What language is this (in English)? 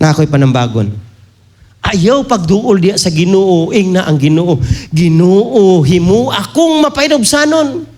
Cebuano